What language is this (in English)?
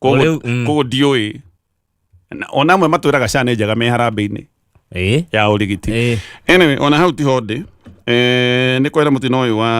Kikuyu